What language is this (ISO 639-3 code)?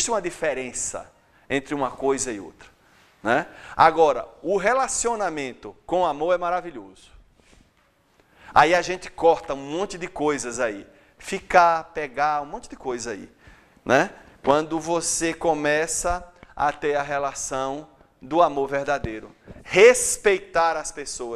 por